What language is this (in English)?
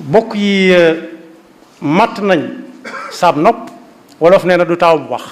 Wolof